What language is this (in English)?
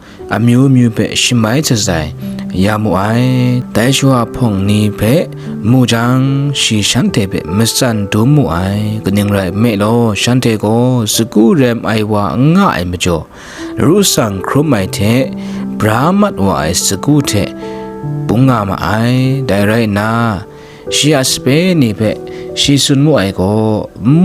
Kachin